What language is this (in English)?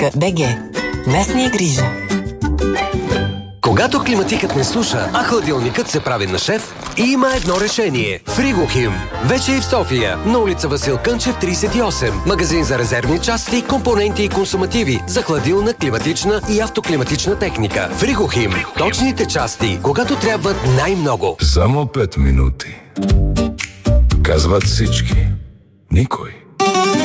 Bulgarian